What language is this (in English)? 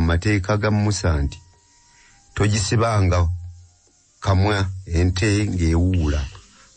Ganda